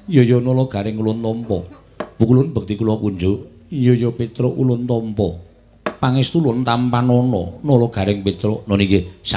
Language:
Javanese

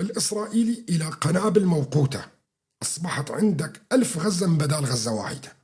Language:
North Levantine Arabic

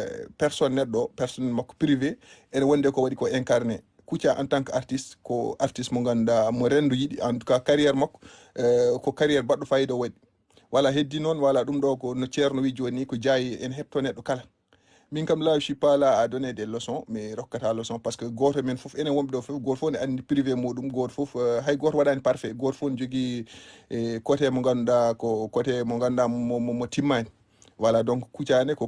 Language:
Fula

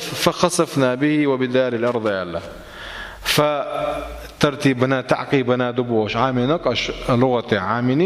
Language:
Chechen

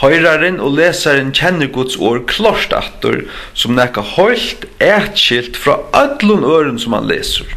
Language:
Faroese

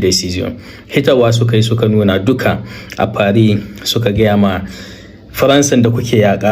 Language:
Hausa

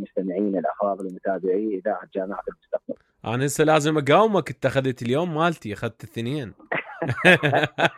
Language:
Mesopotamian Arabic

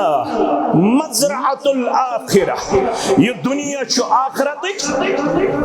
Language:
Kashmiri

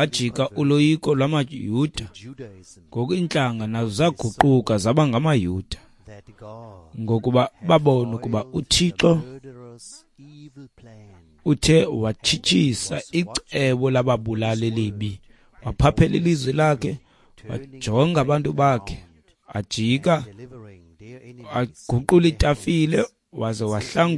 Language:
Xhosa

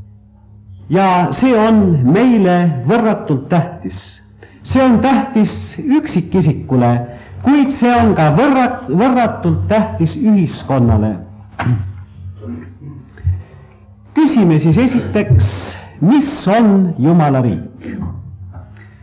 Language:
Estonian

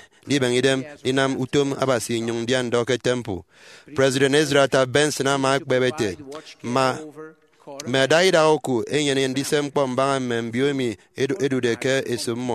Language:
Efik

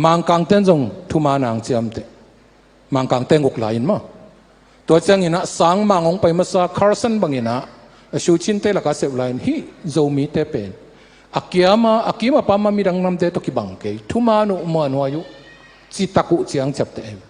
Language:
Tedim Chin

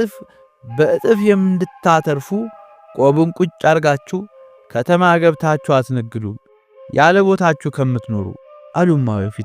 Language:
Amharic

